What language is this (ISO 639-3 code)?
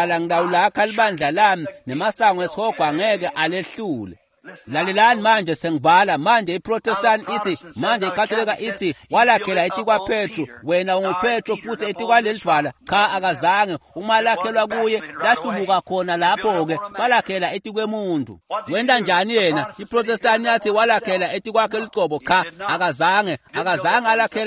ssw